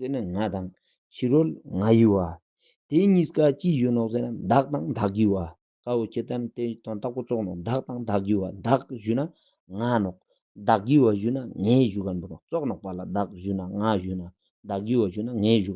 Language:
Ladakhi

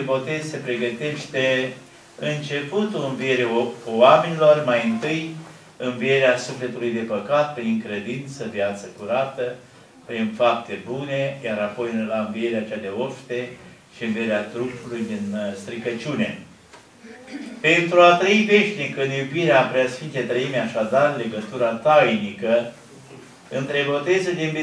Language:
Romanian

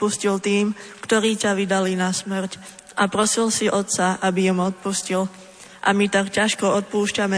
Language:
Slovak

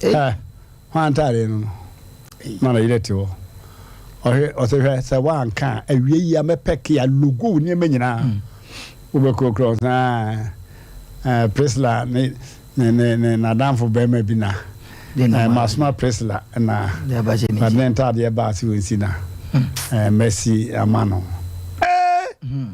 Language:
Akan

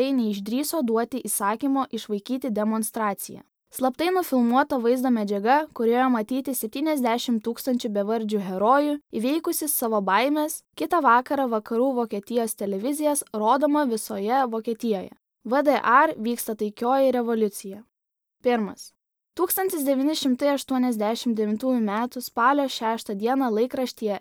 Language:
Lithuanian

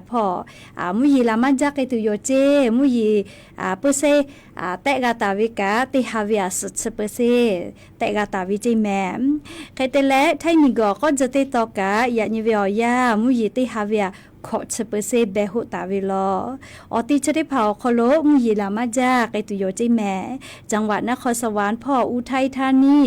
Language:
Lahu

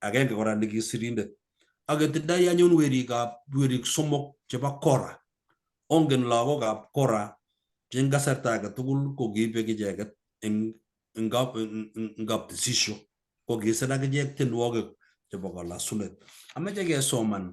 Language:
Kalenjin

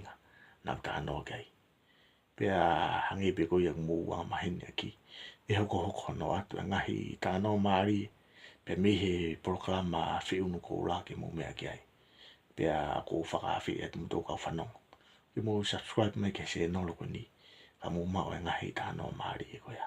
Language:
Tongan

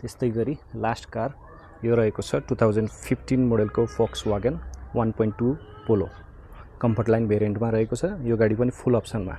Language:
Nepali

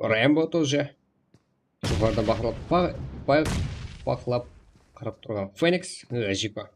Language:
Kara-Kalpak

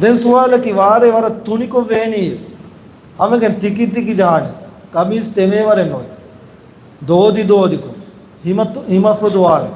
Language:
Divehi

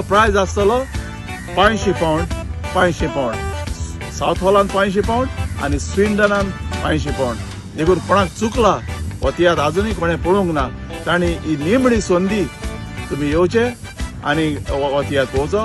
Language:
Konkani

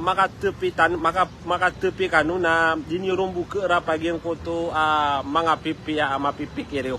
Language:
Maranao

